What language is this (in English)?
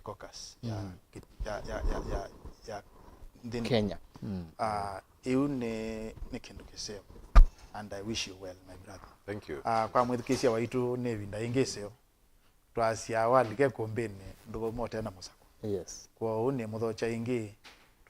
Kamba